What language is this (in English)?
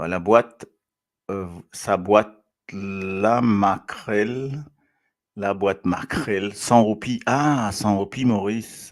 Morisyen